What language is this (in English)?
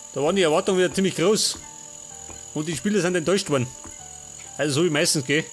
Bavarian